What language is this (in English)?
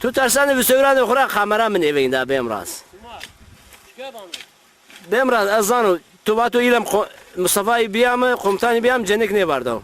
Zaza